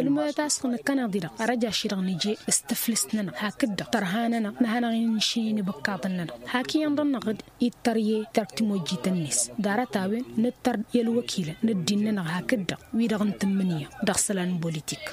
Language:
Tamasheq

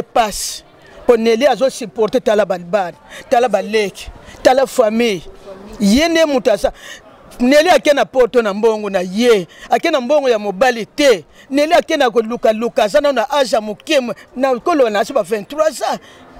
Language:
Lingala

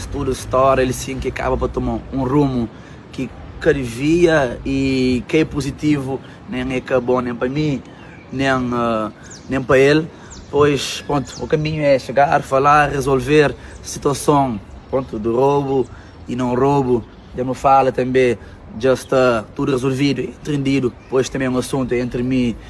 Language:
Kabuverdianu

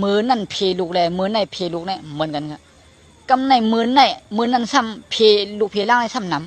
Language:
Shan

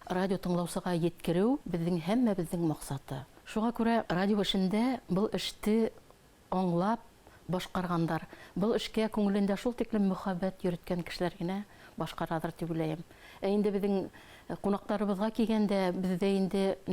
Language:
Bashkir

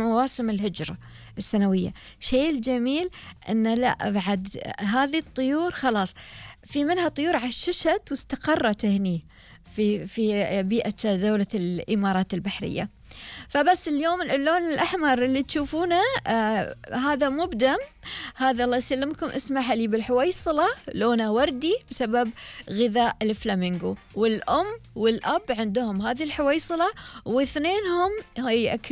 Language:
Gulf Arabic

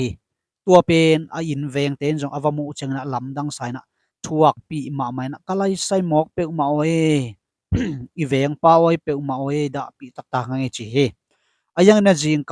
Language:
Tedim Chin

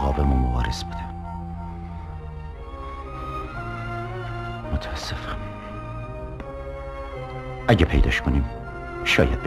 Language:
Persian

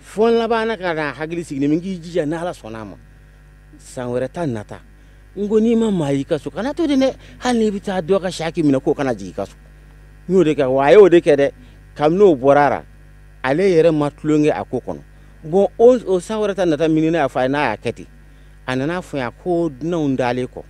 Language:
Bambara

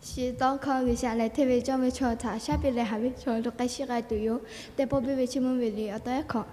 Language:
Lahu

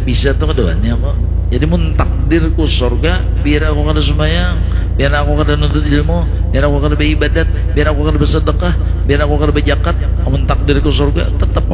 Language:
Banjar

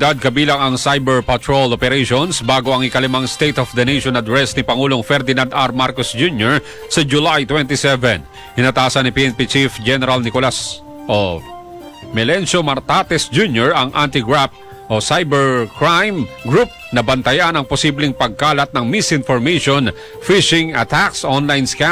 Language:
Filipino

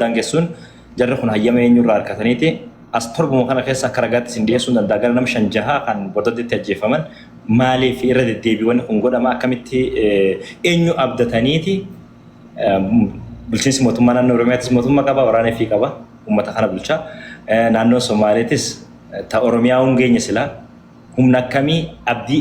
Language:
Oromo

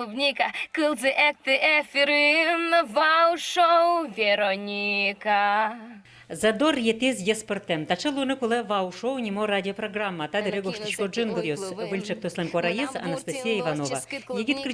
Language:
Udmurt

